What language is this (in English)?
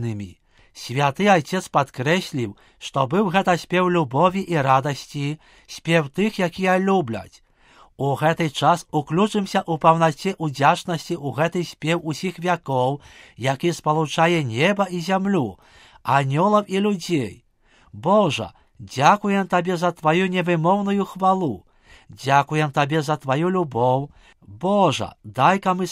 Belarusian